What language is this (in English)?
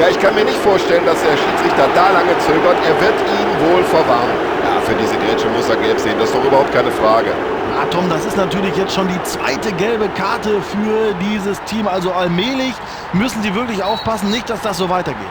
Bavarian